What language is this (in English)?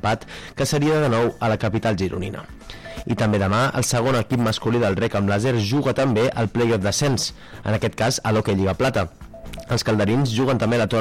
Catalan